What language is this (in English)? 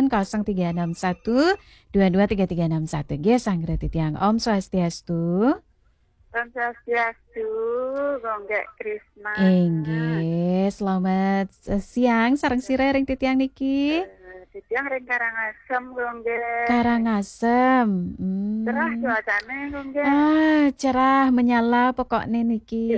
Balinese